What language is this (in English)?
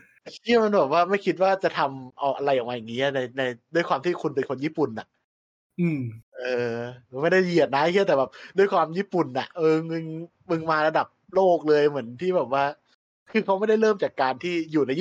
Thai